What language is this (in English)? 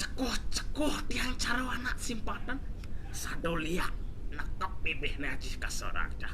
Balinese